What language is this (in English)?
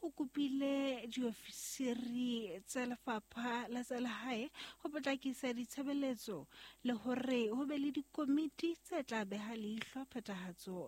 Southern Sotho